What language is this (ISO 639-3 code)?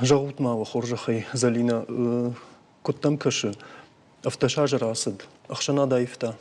oss